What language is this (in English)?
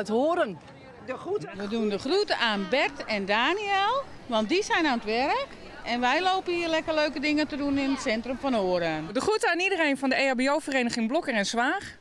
Dutch